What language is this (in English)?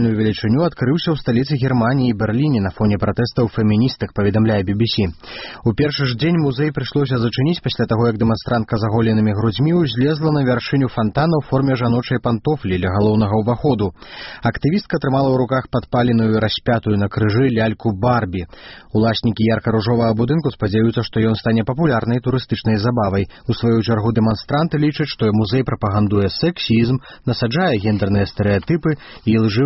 Belarusian